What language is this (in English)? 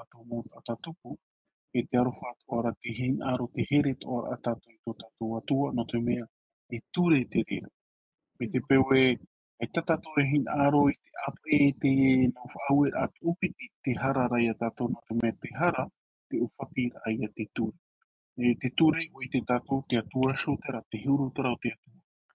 Tahitian